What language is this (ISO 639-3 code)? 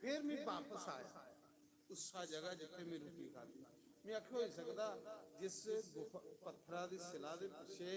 doi